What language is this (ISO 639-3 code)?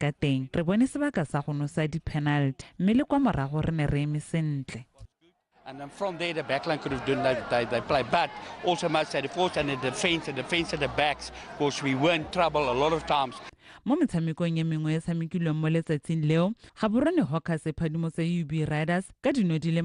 tsn